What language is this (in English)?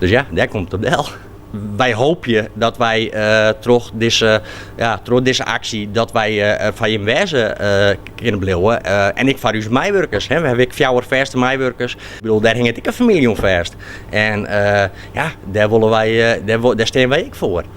Western Frisian